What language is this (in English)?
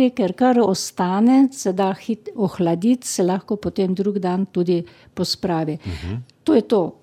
Slovenian